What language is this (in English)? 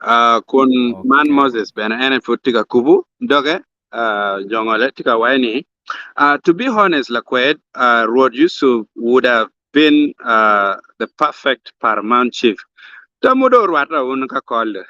Acoli